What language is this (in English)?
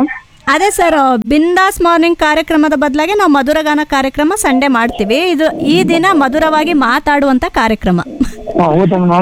Kannada